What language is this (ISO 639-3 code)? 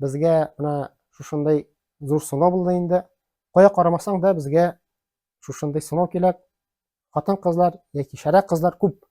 tat